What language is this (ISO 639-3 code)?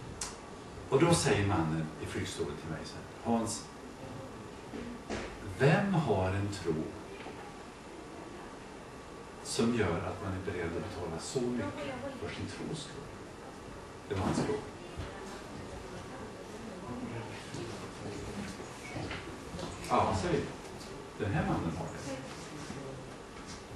swe